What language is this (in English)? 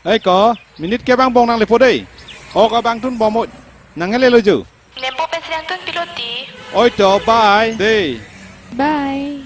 Karbi